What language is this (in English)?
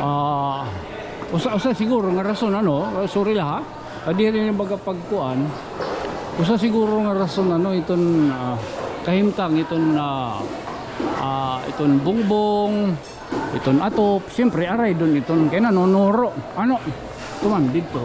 Waray